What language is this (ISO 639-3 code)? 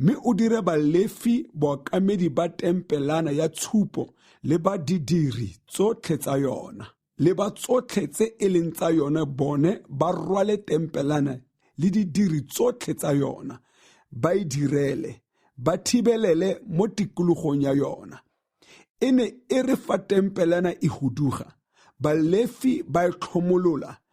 tsn